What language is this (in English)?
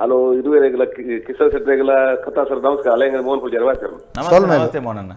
Tulu